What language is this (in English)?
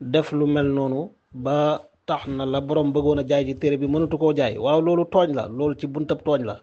Wolof